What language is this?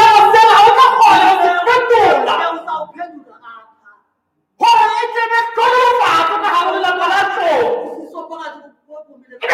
Southern Sotho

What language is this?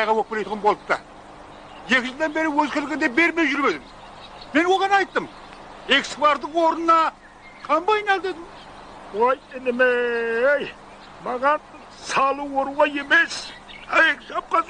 Kara-Kalpak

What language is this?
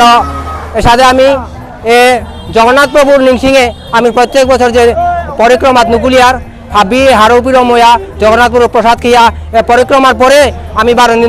Bishnupriya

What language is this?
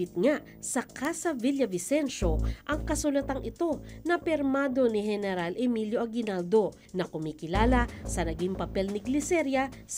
Filipino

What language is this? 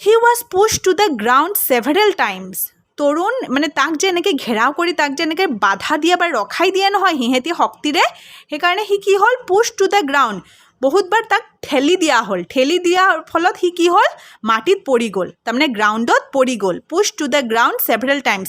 Assamese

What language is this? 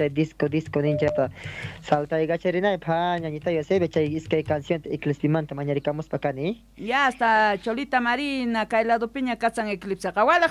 Quechua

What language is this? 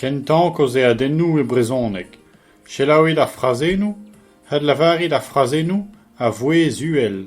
Breton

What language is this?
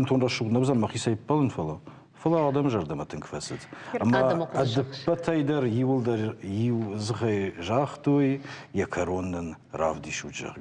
Ossetic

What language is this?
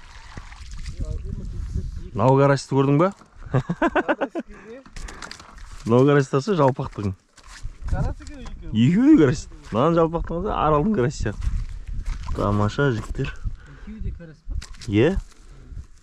Kazakh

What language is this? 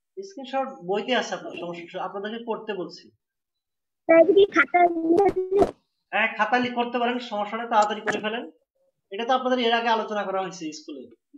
Bangla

